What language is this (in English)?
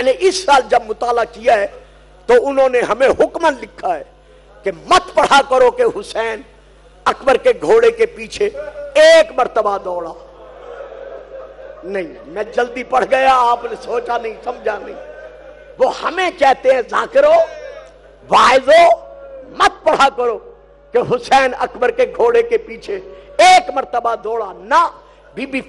Urdu